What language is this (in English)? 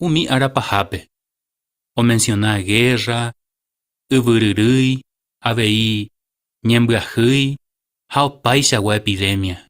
Guarani